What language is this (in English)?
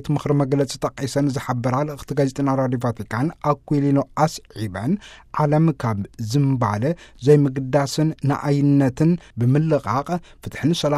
Tigrinya